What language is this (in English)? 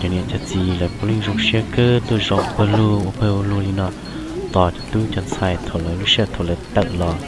Hmong